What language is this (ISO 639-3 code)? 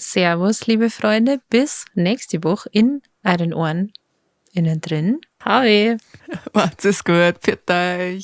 bar